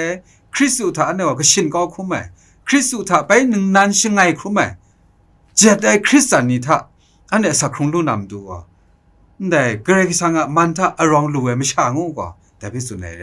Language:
Kachin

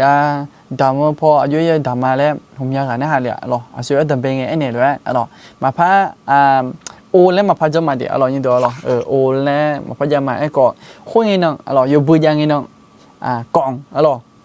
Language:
Akha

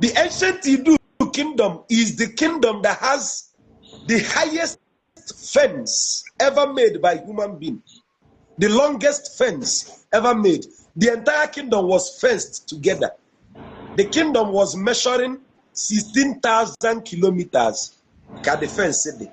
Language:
Igbo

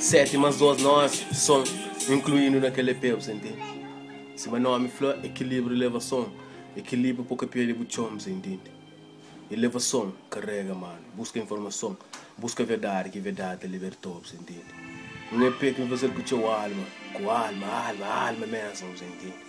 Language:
Kabuverdianu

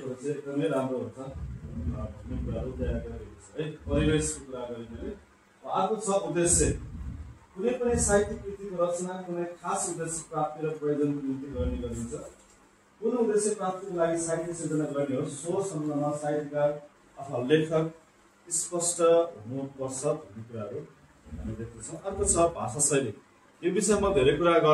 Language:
Nepali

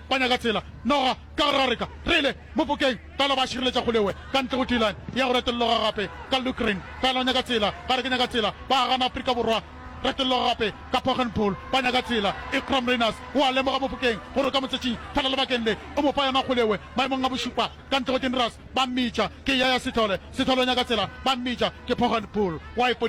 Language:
Northern Sotho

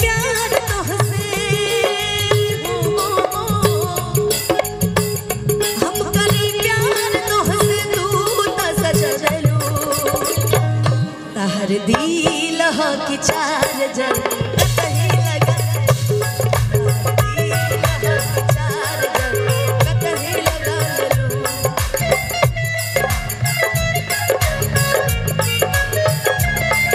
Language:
Bhojpuri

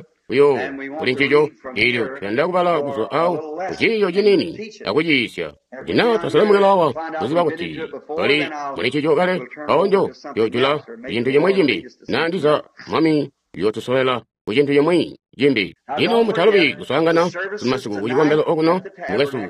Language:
Tonga (Zambia)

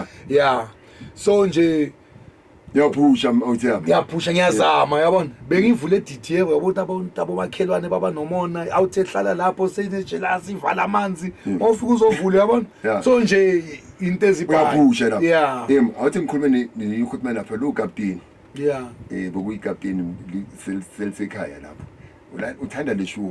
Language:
Zulu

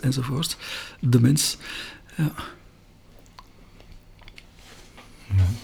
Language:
Dutch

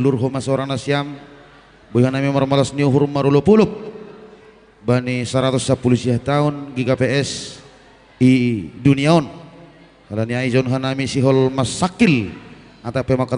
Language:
Batak Simalungun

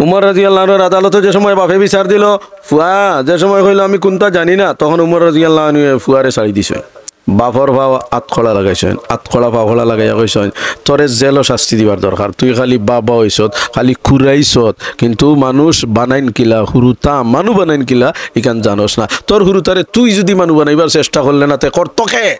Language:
Sylheti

